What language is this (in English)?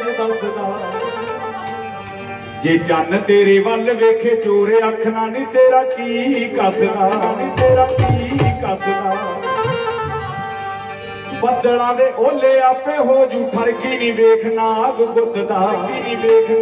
Punjabi